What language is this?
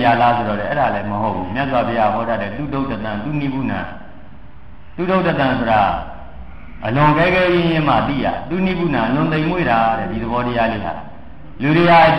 Burmese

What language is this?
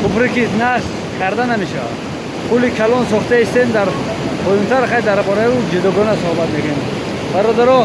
Tajik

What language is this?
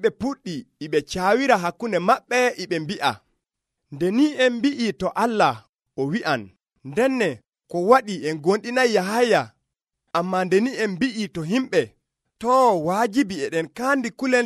Nigerian Fulfulde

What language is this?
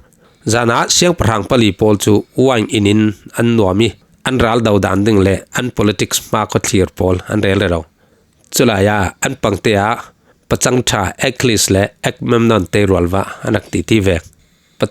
Falam Chin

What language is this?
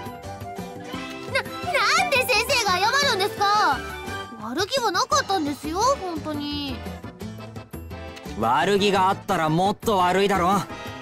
Japanese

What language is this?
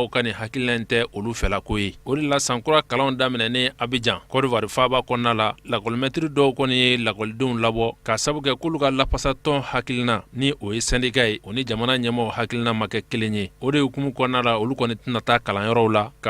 Bambara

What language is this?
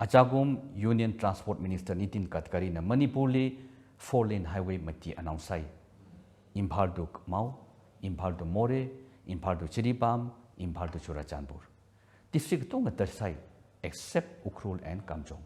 Tangkhul Naga (India)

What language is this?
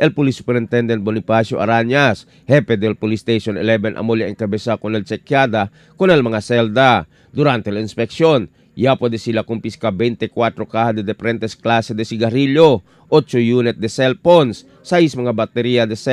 Chavacano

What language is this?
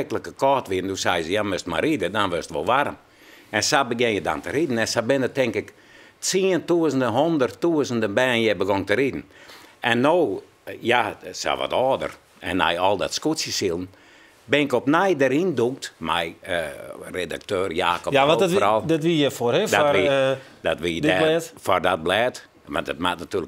Western Frisian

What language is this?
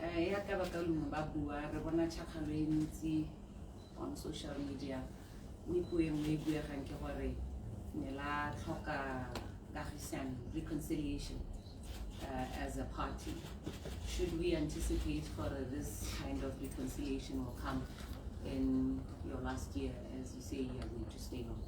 Tswana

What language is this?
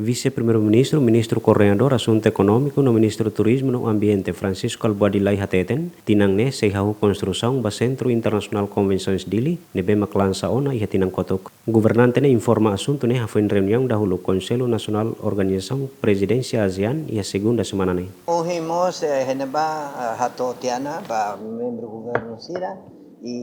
Tetum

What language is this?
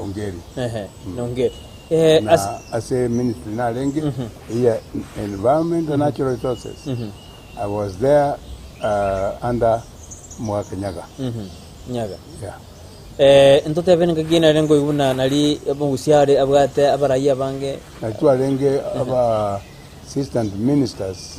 Gusii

